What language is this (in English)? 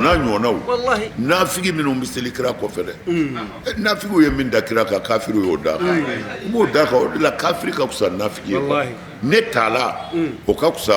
Bambara